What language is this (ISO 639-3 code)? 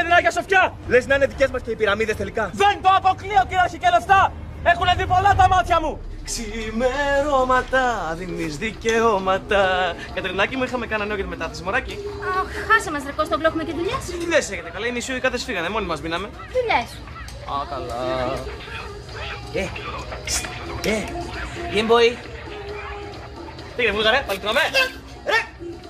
ell